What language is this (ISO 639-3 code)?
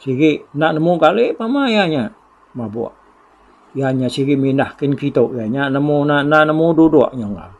iba